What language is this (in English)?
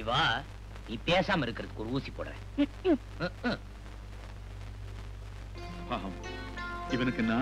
Tamil